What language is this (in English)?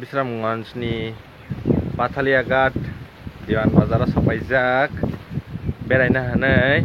Kok Borok